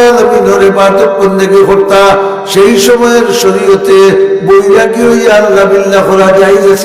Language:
Sylheti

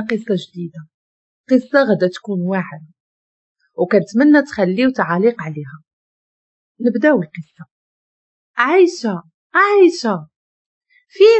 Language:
Moroccan Arabic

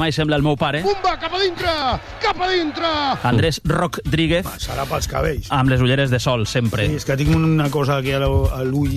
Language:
Catalan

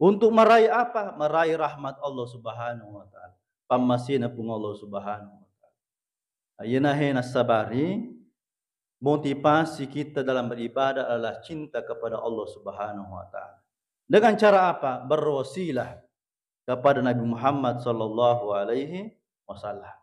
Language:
Buginese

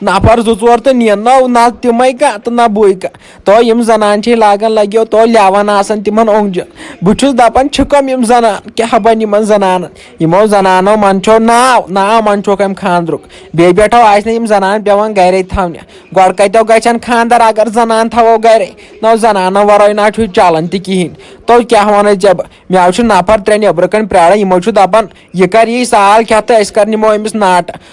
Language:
Kashmiri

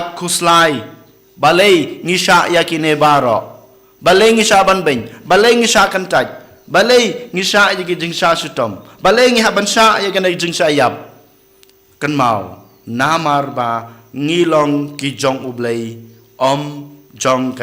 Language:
Khasi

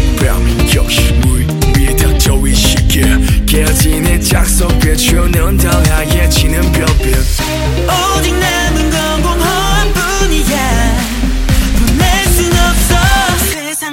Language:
Korean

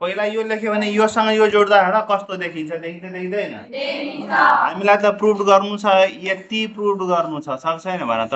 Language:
Nepali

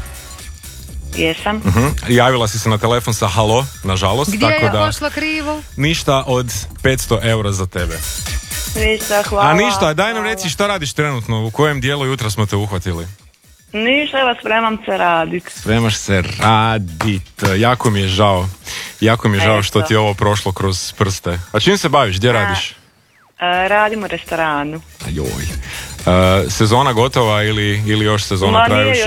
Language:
Croatian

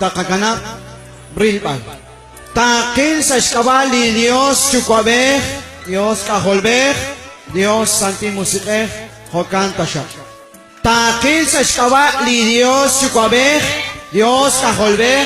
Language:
Kekchí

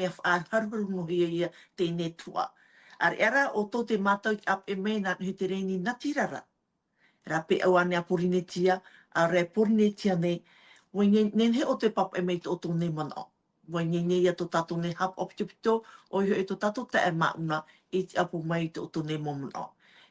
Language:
Tahitian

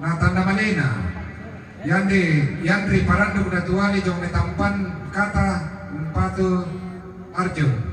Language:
Toraja-Sa'dan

